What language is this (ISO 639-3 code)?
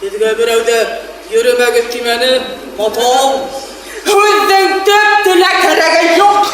bak